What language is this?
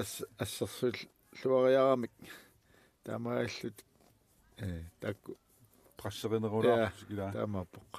Kalaallisut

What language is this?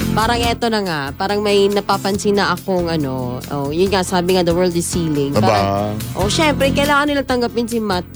Filipino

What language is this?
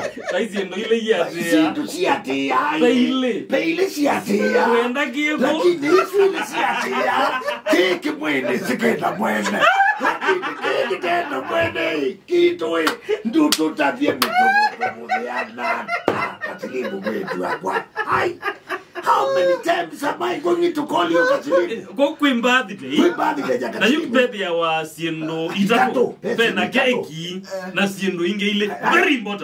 Kamba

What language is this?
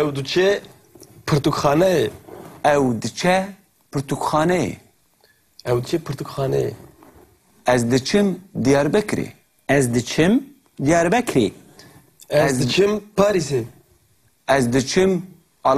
Kurdish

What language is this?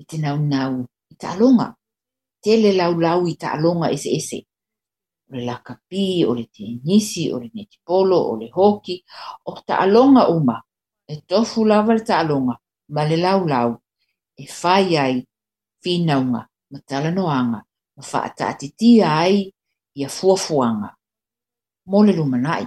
Samoan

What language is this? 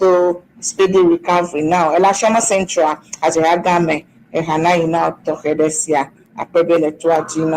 Ewe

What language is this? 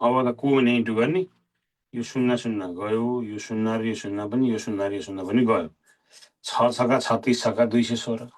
Nepali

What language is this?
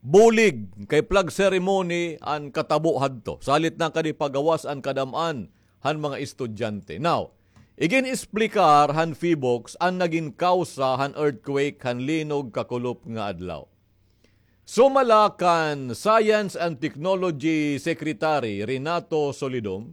Waray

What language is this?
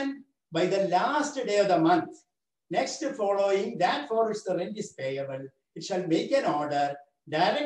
English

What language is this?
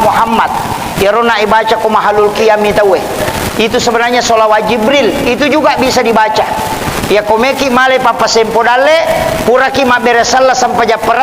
Buginese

